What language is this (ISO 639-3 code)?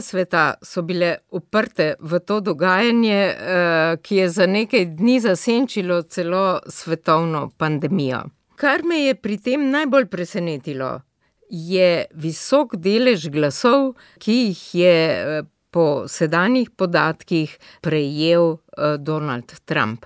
slv